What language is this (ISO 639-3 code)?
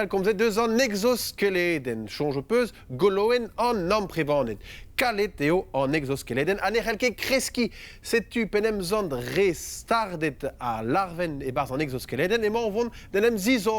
bre